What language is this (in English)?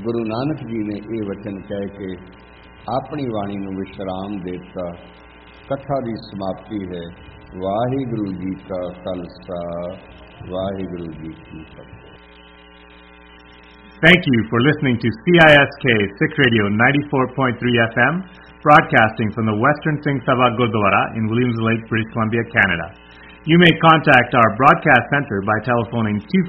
Punjabi